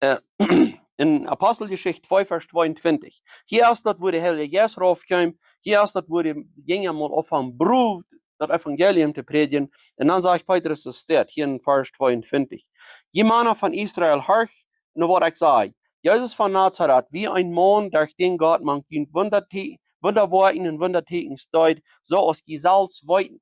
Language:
Plautdietsch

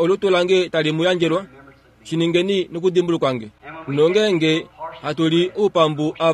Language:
Kuanyama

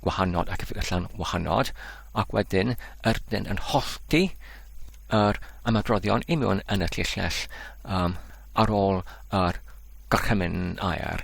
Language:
Welsh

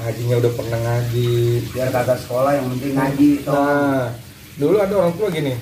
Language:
Betawi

